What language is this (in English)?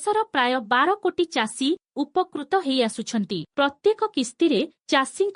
Odia